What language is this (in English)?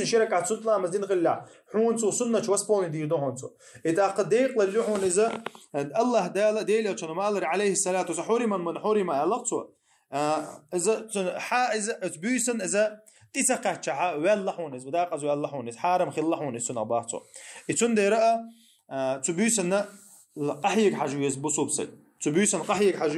Chechen